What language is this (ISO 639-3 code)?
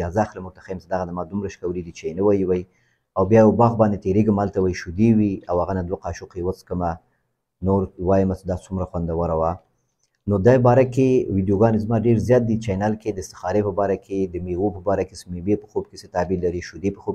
pus